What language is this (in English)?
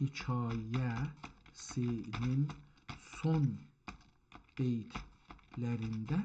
South Azerbaijani